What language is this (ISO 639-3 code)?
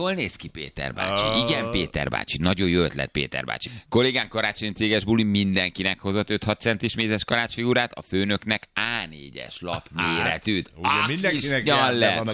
hun